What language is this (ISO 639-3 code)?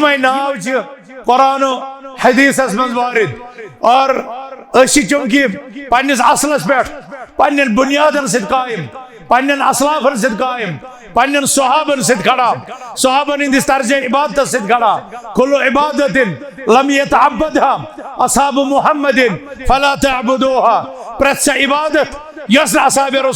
kas